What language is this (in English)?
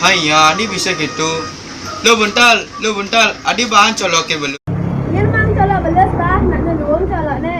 Balinese